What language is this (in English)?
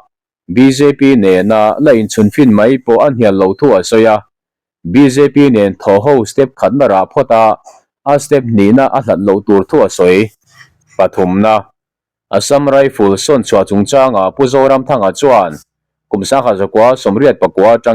Mizo